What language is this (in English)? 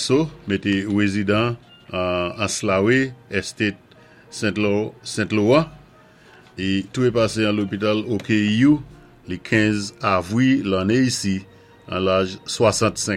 Saint Lucian Creole French